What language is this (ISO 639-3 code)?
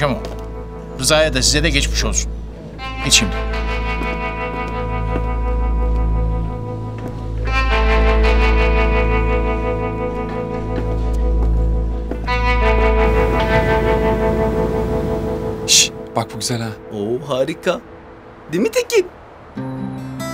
tur